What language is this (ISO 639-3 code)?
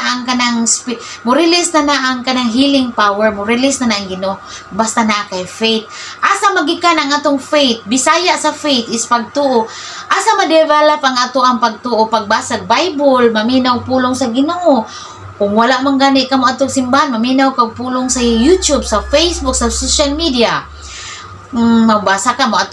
ceb